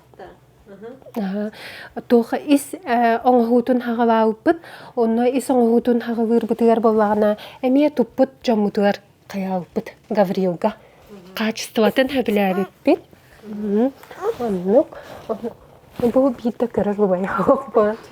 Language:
Yakut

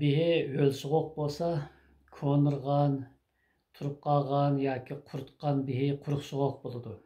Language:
Uyghur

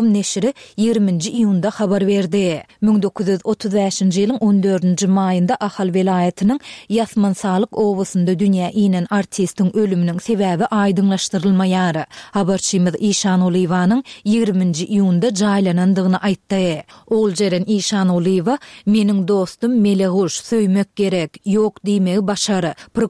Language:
Turkmen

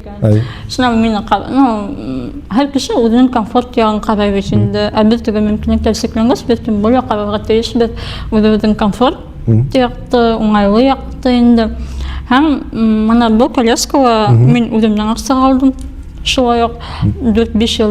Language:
Bashkir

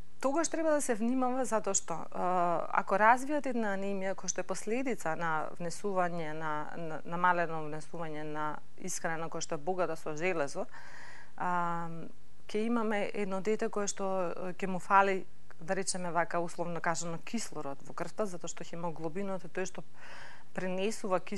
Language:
Macedonian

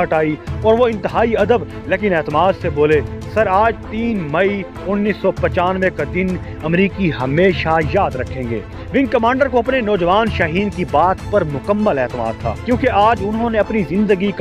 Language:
Urdu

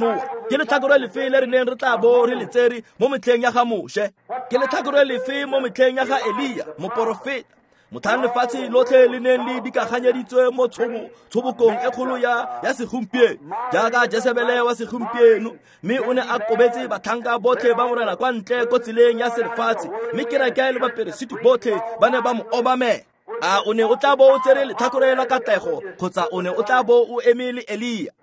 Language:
Tswana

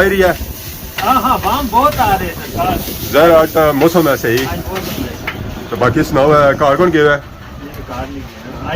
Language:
Pahari-Potwari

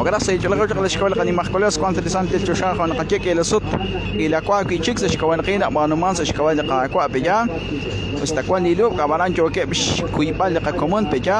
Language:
Kekchí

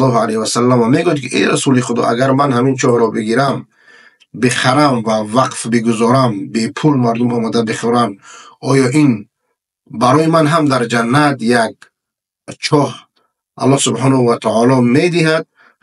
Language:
Persian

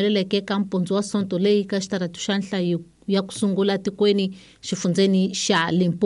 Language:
Tsonga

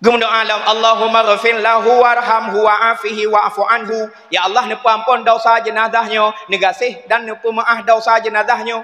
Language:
Achinese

